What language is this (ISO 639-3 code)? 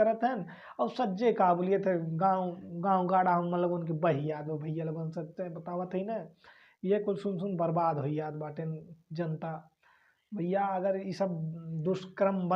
bho